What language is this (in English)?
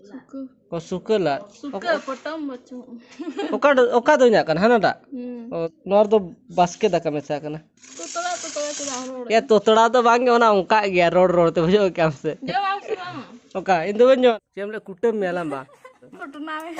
Santali